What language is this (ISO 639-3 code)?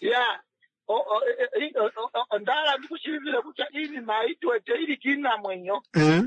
kua